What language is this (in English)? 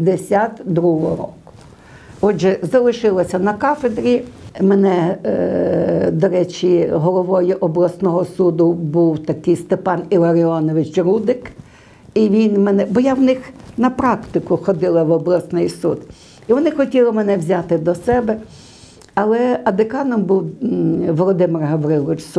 Ukrainian